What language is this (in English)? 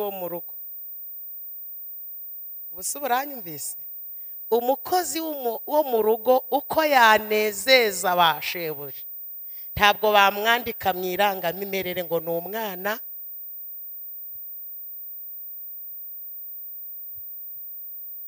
Kinyarwanda